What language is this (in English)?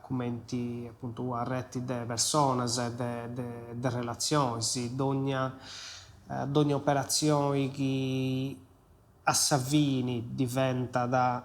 Sardinian